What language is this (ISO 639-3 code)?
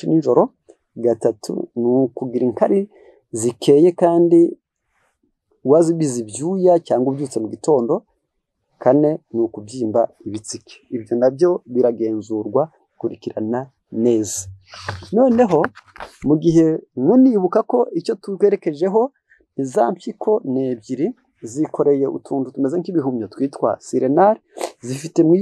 kin